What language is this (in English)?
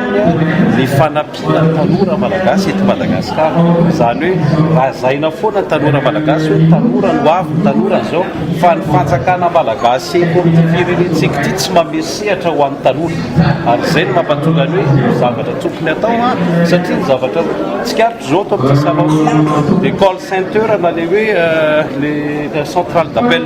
Malagasy